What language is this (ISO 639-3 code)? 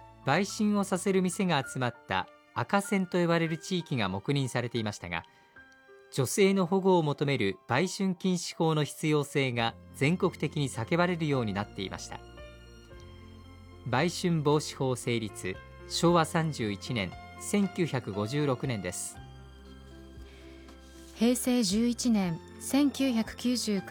jpn